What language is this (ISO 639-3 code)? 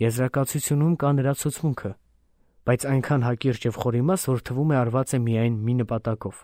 hye